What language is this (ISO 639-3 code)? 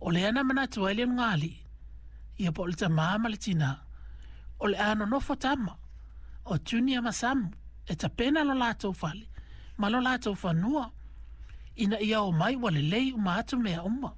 smo